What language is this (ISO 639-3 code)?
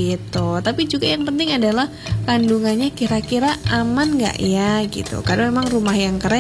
ind